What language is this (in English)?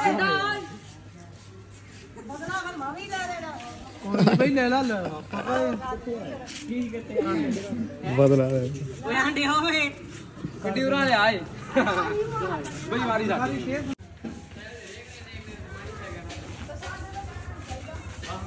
Punjabi